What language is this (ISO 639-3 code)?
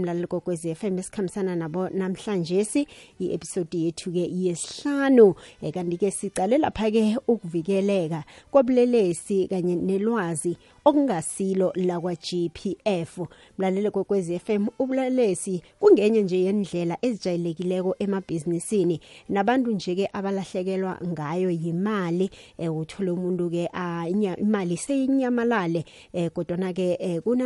nbl